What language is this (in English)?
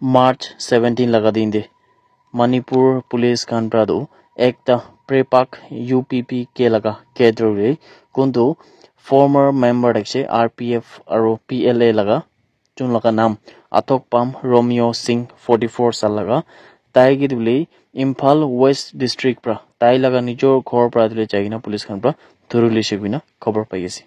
Naga Pidgin